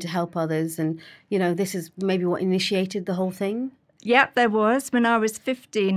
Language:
English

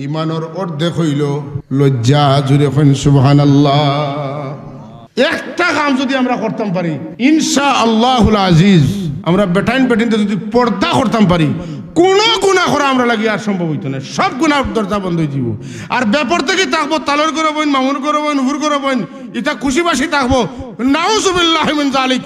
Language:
Sylheti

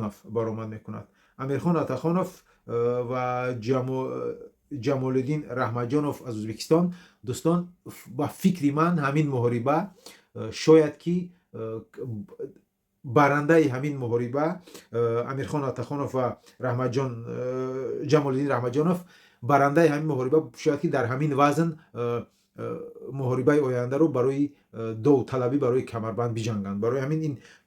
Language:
Tajik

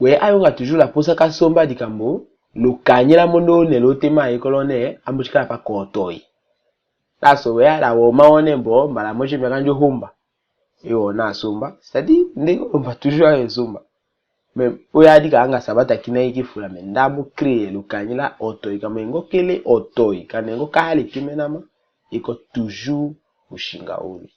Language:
Tetela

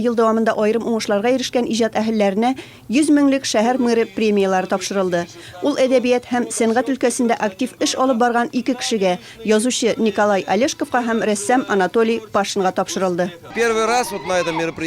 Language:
Tatar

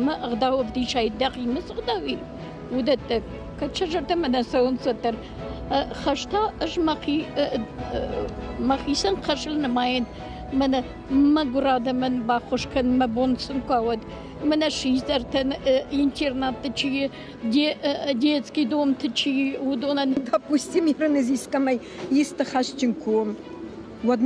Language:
Ossetic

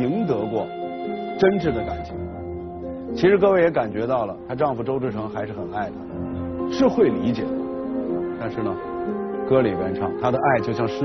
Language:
Chinese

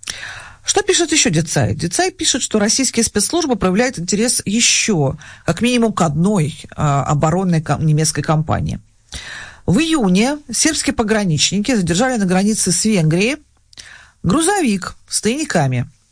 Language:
Russian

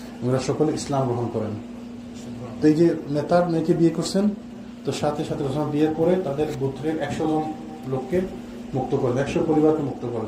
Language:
Bangla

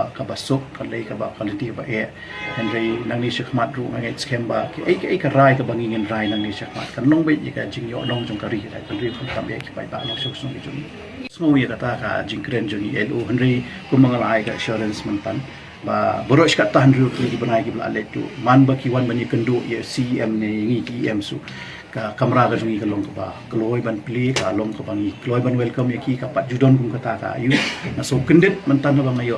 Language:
Khasi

